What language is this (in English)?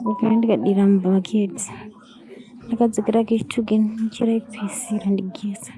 Shona